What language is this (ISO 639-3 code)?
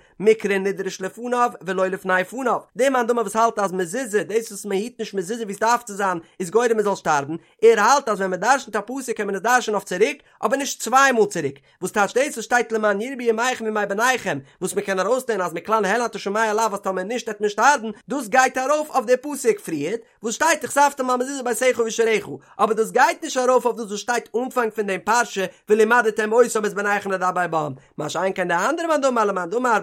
yid